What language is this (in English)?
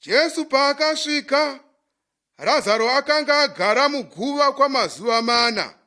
Shona